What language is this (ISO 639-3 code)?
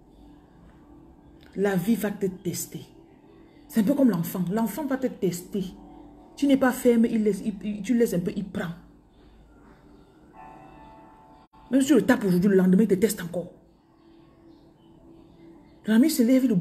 fra